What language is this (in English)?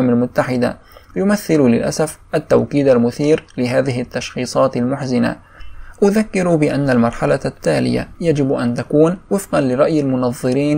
Arabic